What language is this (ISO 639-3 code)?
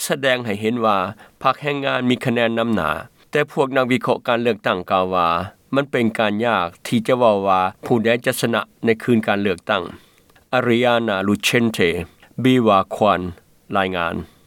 lao